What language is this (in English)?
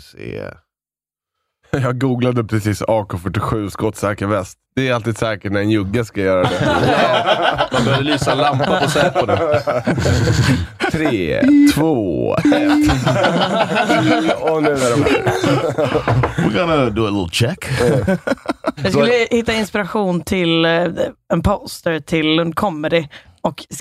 Swedish